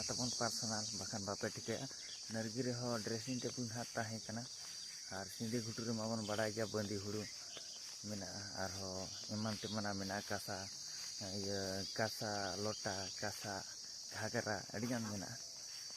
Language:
Santali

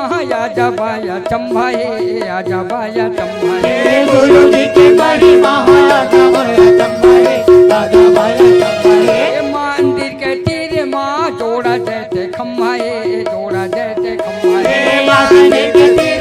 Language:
Chhattisgarhi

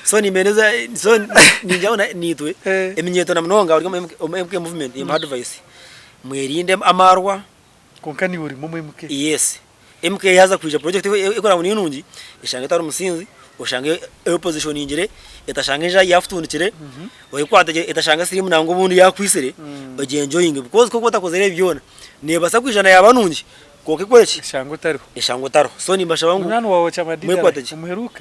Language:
Nyankole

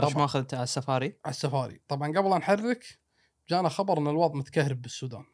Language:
Gulf Arabic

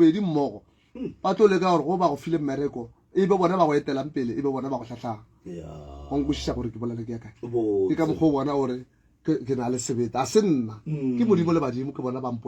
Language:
Northern Sotho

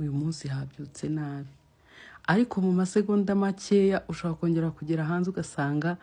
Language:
Kinyarwanda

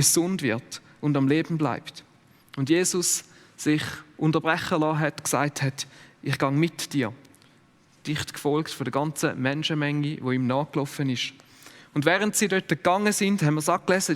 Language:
Swiss German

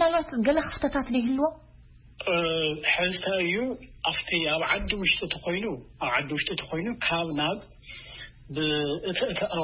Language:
Tigrinya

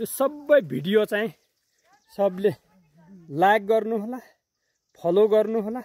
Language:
Nepali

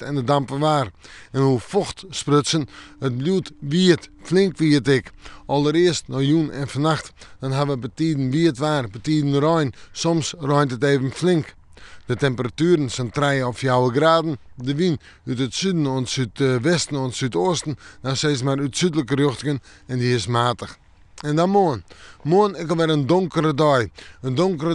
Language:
Western Frisian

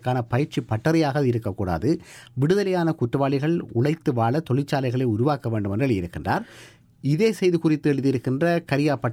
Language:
Tamil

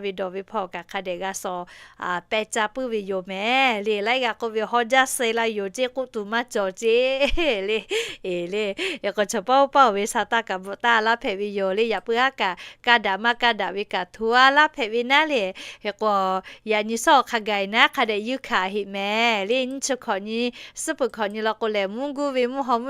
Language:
Lahu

